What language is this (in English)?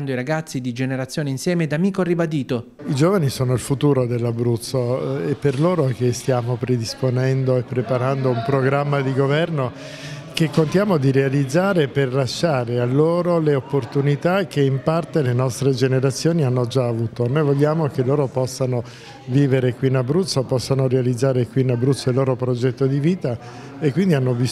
Italian